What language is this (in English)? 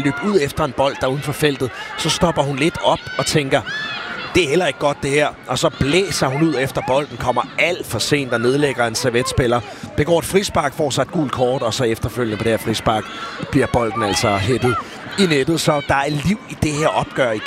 Danish